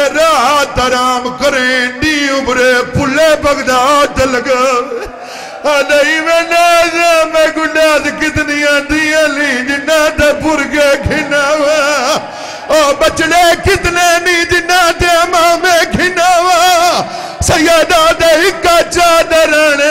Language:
Saraiki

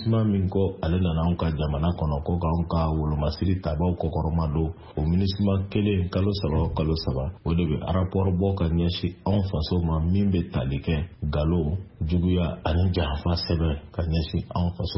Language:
Bambara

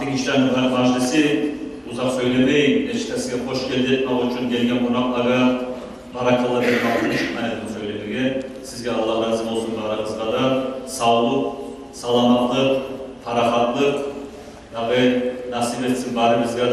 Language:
Kumyk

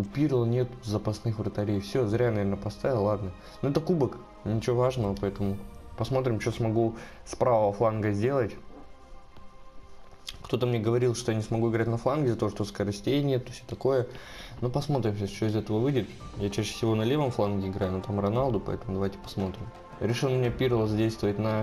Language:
Russian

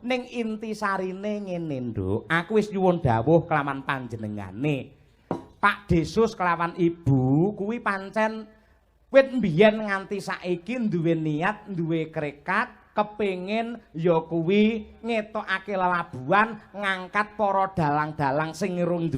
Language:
Javanese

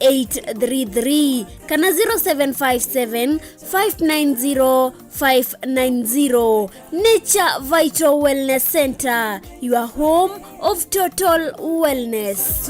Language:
Kamba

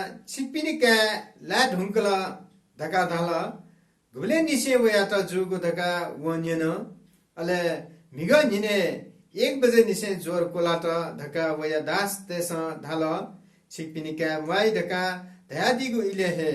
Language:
Newari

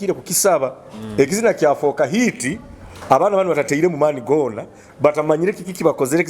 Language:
Nyoro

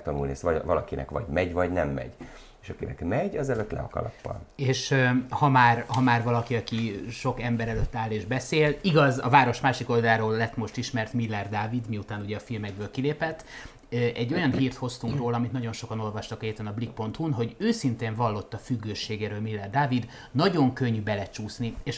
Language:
Hungarian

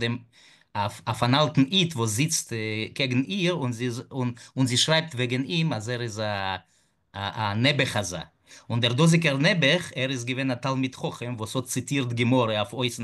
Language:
Yiddish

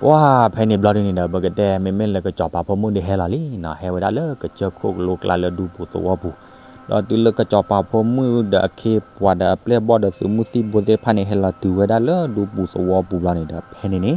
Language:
S'gaw Karen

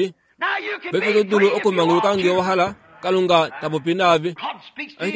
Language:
Kuanyama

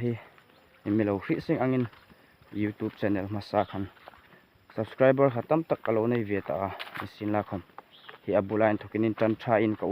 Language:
Hmar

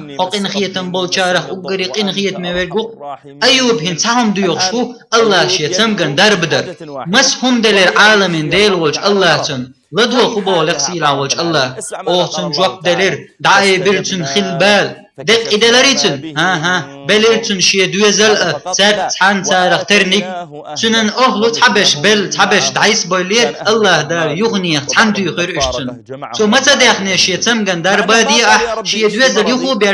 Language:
Chechen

